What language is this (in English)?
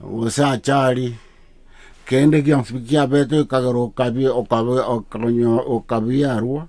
Gusii